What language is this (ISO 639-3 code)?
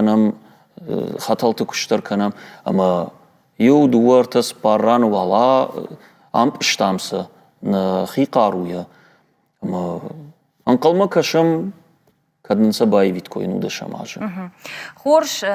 oss